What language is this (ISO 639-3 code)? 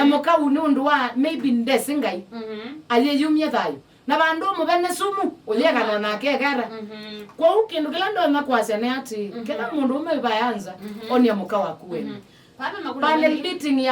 kam